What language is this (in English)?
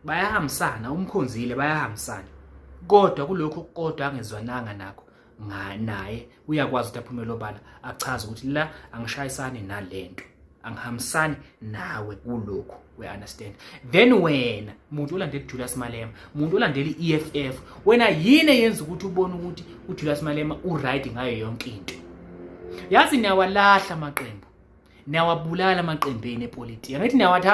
Zulu